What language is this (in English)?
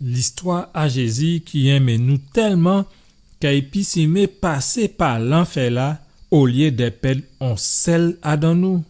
Guadeloupean Creole French